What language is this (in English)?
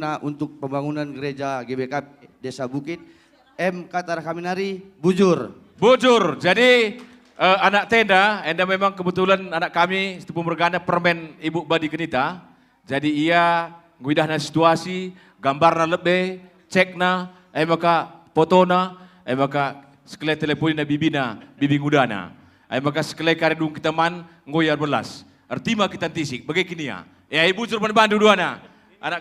Batak Karo